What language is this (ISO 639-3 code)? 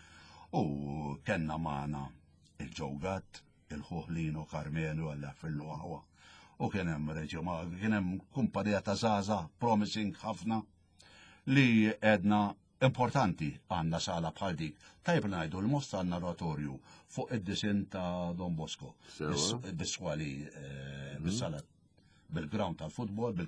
mlt